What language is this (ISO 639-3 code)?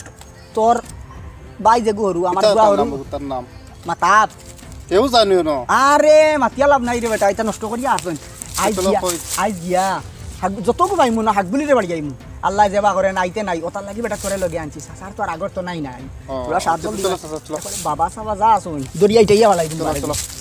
syl